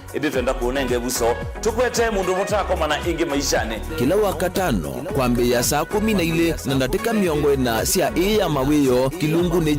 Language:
Kamba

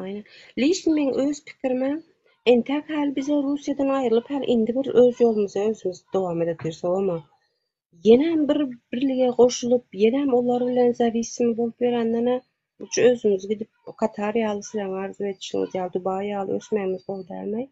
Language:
Turkmen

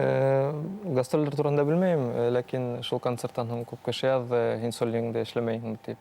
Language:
Bashkir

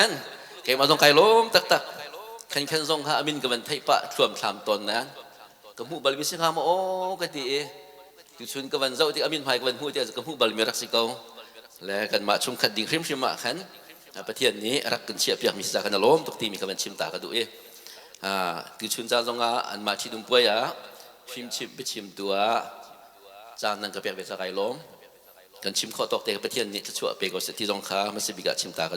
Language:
Hakha Chin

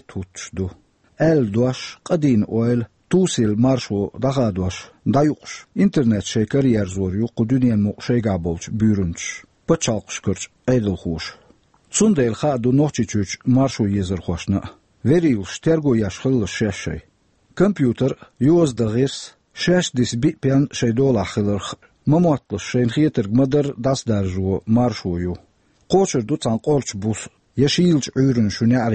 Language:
Chechen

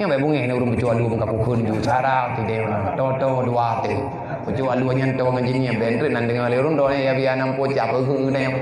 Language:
Achinese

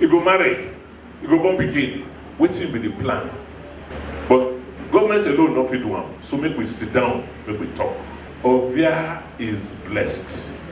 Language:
Nigerian Pidgin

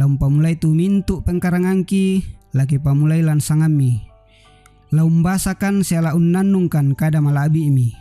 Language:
Toraja-Sa'dan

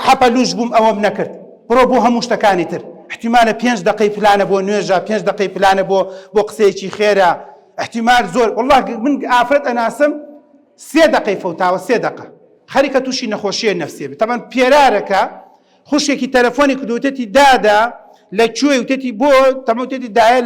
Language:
Central Kurdish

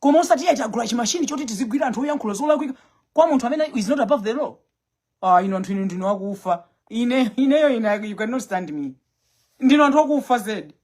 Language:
Nyanja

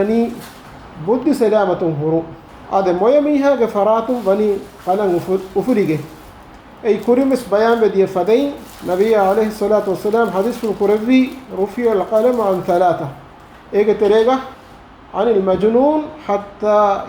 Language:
Divehi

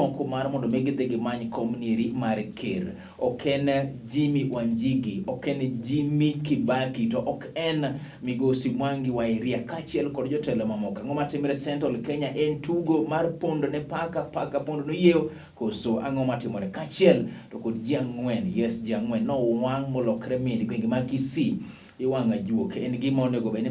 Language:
Luo (Kenya and Tanzania)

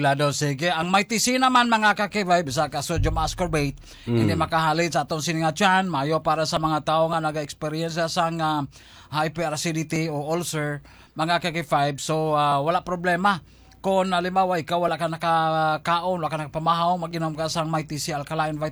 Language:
Hiligaynon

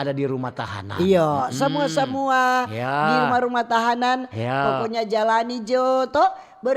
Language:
Manado Malay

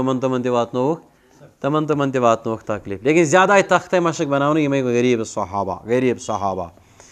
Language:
Kashmiri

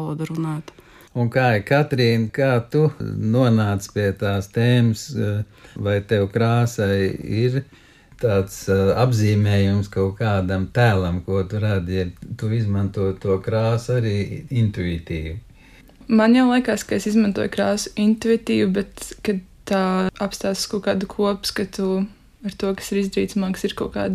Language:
Latvian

